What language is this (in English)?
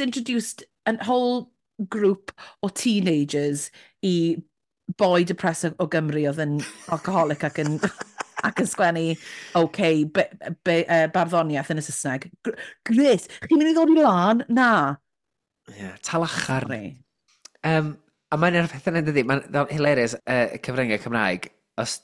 Welsh